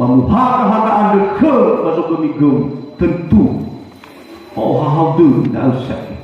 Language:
Nias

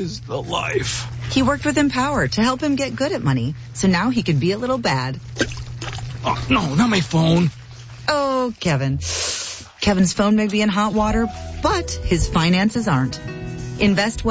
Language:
English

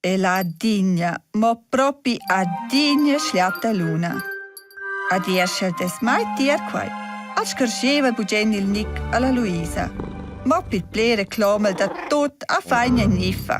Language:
Romansh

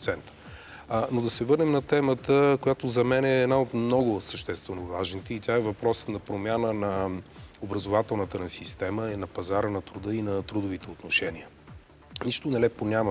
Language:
Bulgarian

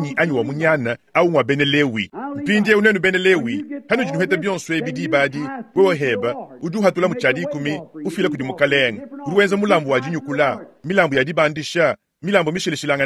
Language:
Luba-Lulua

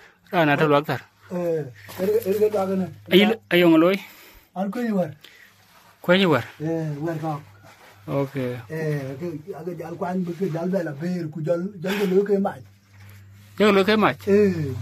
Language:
Dinka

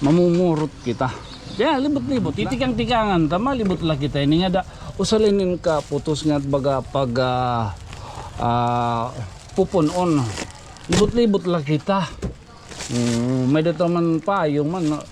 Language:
Waray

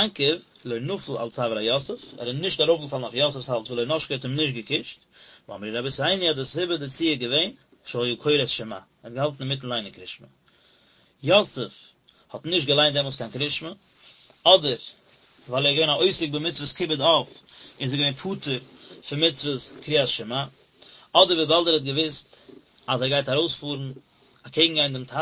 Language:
Yiddish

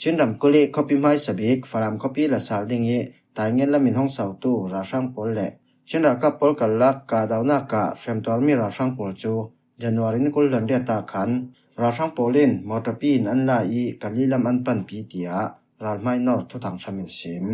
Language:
Falam Chin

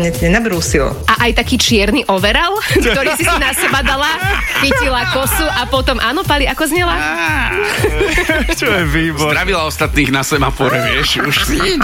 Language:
Slovak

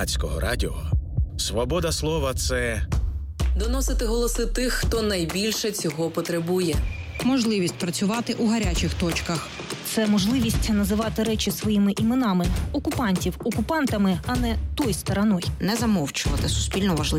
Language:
Ukrainian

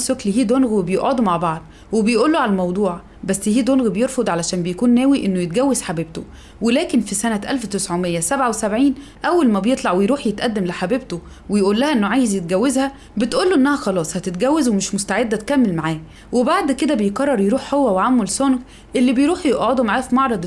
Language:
Egyptian Arabic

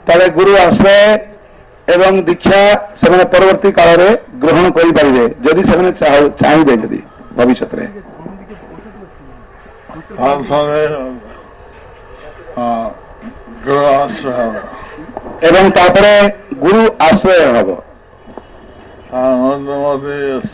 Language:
Odia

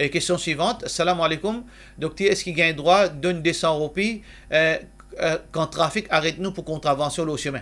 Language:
Morisyen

